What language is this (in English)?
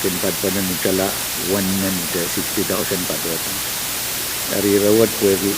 Pohnpeian